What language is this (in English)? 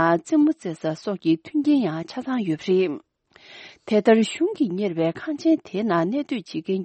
Tibetan